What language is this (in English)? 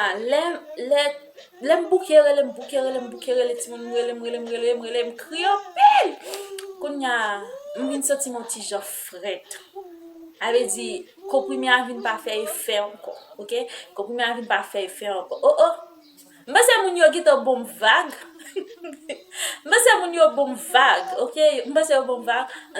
Haitian Creole